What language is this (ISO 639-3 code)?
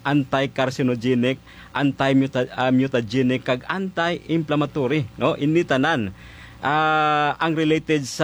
hil